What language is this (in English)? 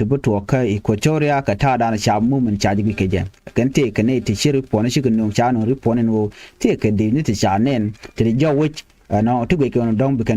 Nuer